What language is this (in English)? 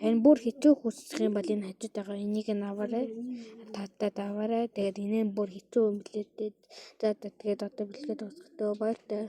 Mongolian